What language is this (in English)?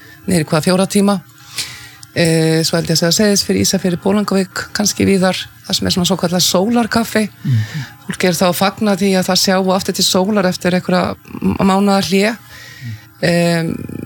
Icelandic